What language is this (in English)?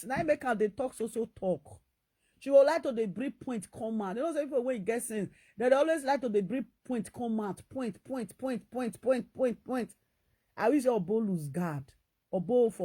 Nigerian Pidgin